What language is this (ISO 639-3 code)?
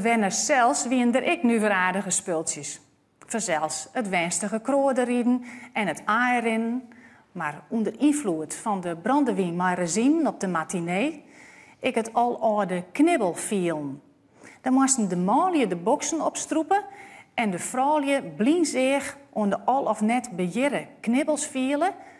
fry